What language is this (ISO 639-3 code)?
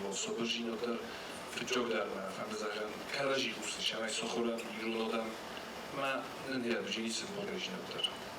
oss